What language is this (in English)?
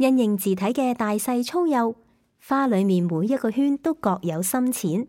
Cantonese